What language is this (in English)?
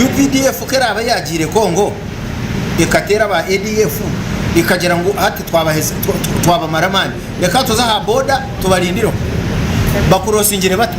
Nyankole